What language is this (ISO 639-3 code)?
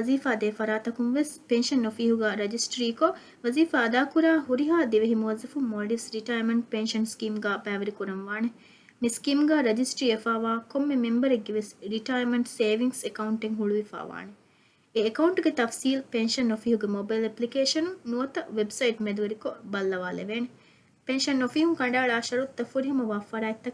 div